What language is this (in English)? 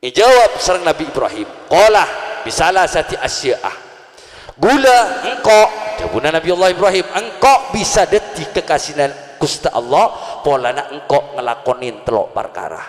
Madurese